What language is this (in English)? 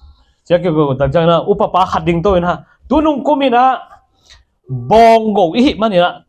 Tedim Chin